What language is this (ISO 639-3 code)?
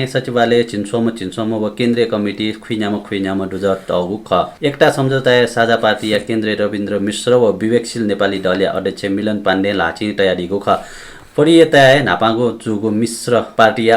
new